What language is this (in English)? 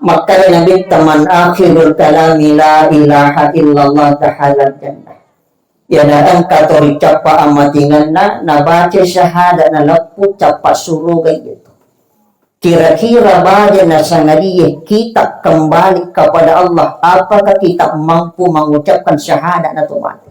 Buginese